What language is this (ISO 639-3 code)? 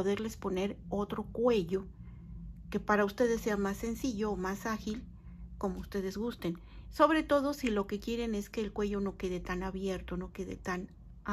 spa